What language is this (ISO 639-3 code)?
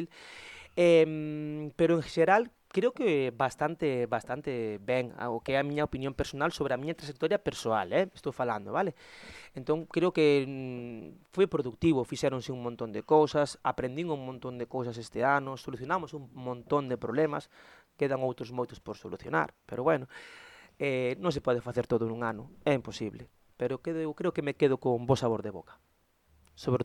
glg